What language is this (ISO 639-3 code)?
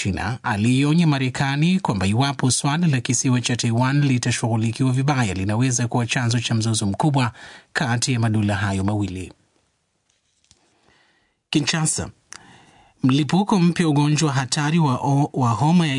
swa